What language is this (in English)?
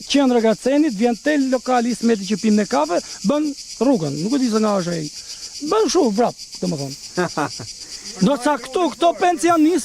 Albanian